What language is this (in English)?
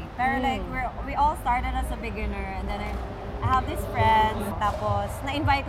Filipino